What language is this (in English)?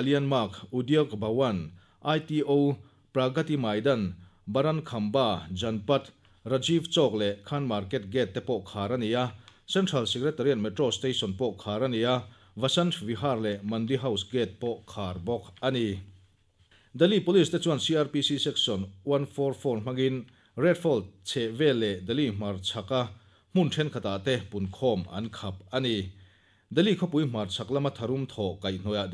Mizo